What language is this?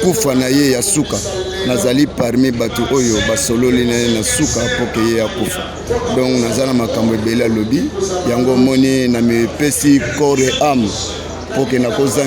Lingala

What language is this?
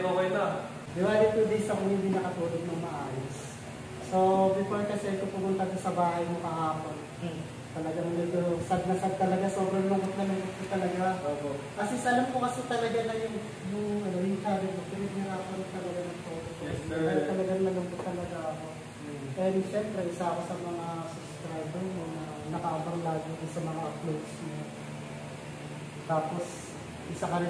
Filipino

